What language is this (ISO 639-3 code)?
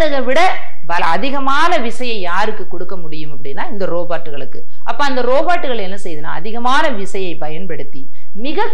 tam